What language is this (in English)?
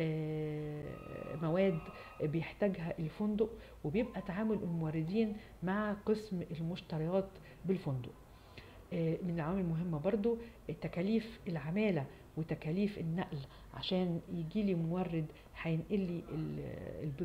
Egyptian Arabic